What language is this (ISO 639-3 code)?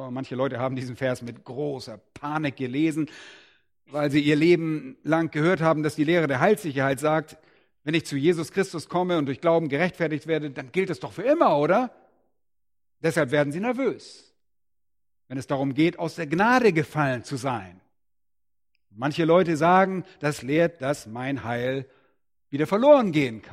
deu